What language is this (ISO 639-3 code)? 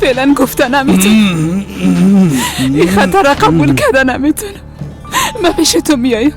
fas